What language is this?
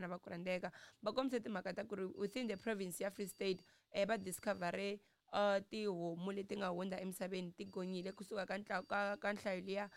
Tsonga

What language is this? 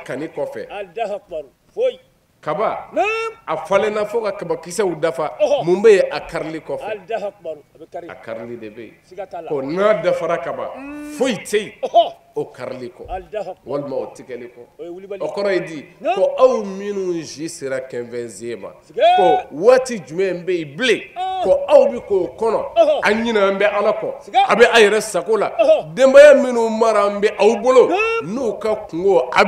Bambara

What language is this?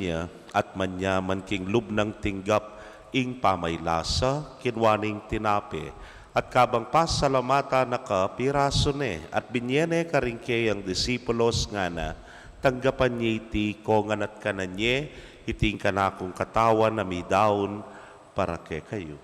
Pampanga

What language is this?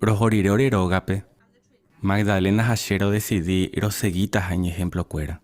Guarani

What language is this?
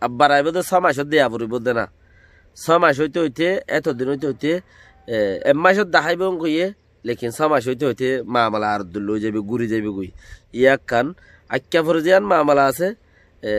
Rohingya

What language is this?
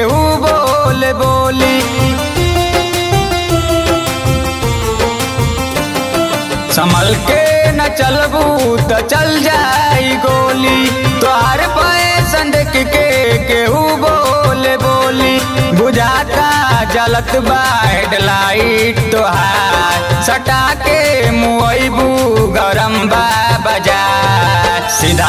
Bhojpuri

